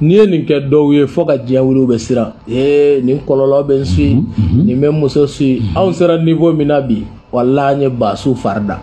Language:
Bambara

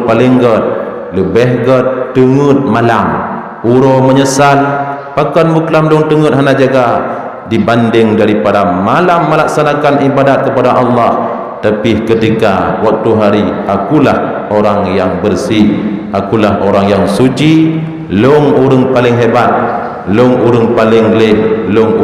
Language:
Achinese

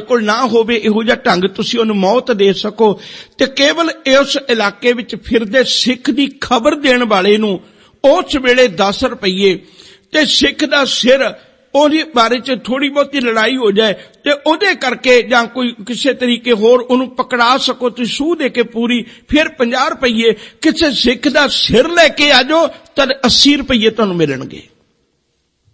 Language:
Punjabi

